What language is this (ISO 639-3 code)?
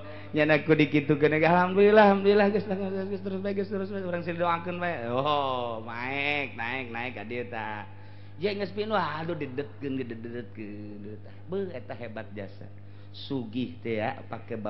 sun